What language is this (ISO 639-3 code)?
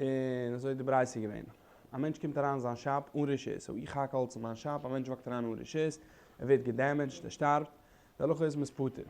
yid